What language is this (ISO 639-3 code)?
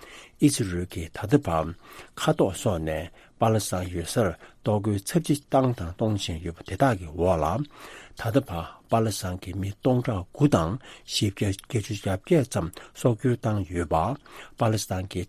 bod